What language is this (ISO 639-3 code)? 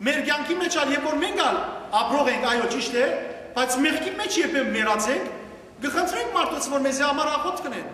hyw